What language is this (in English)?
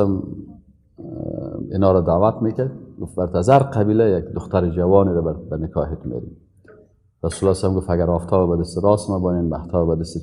Persian